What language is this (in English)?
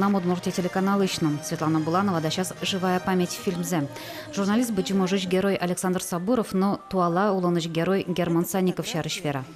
Udmurt